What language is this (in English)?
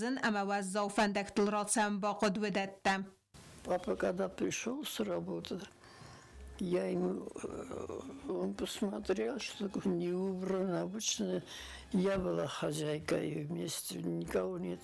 Ossetic